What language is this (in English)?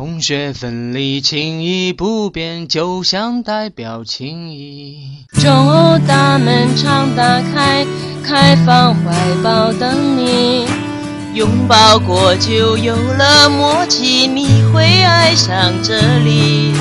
Chinese